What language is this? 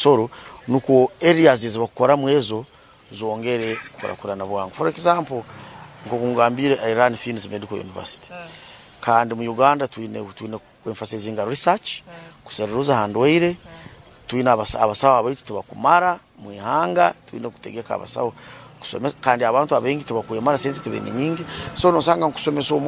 Nyankole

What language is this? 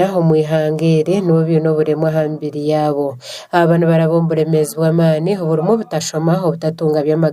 Nyankole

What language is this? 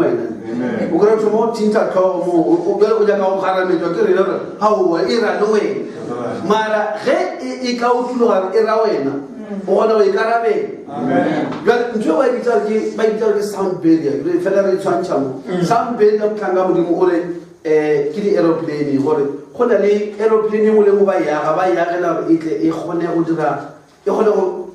Northern Sotho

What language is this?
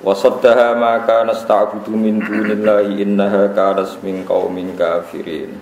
Javanese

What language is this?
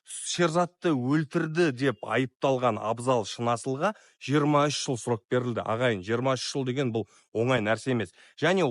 Kazakh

